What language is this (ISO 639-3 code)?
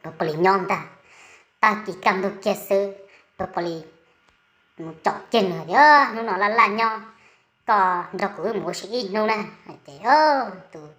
hmn